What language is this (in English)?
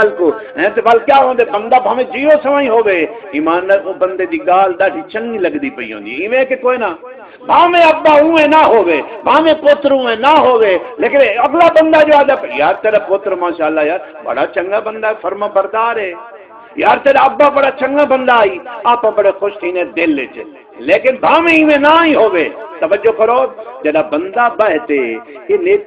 Saraiki